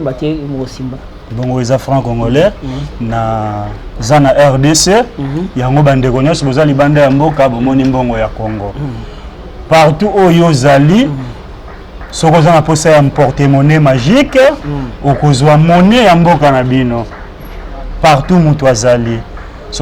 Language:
Lingala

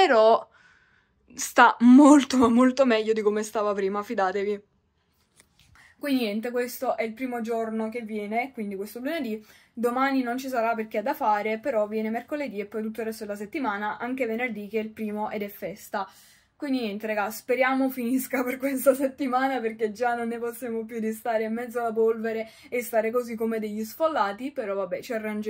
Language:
Italian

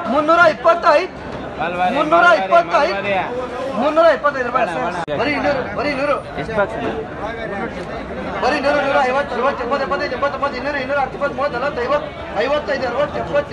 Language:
Kannada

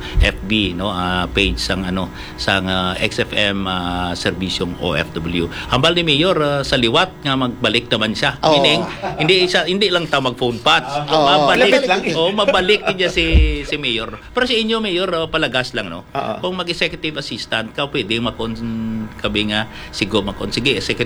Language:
Hiligaynon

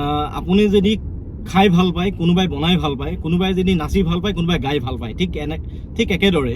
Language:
Assamese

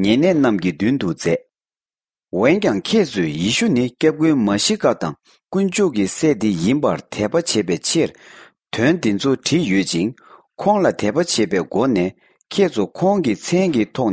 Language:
Tibetan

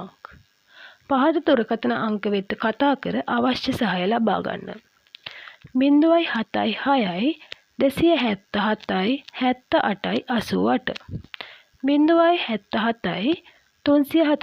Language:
Sinhala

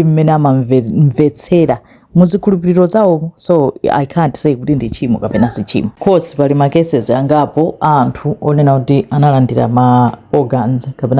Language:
Nyanja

